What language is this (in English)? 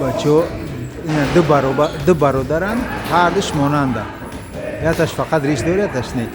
Tajik